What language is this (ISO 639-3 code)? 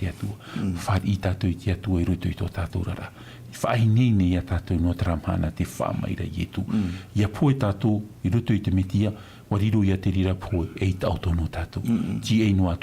tah